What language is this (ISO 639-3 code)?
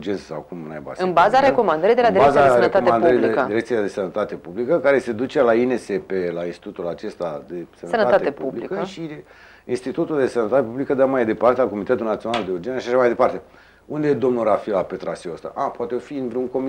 ron